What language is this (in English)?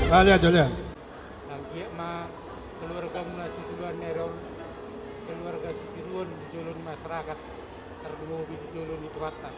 Batak Toba